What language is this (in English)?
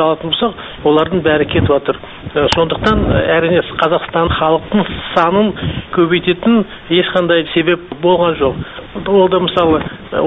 Kazakh